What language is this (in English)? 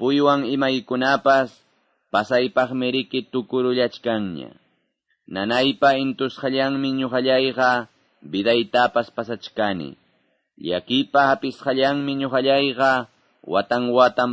Quechua